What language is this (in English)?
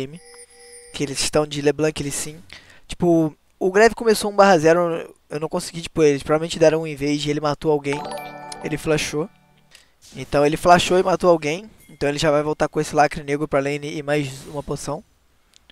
Portuguese